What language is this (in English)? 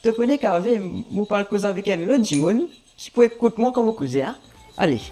Morisyen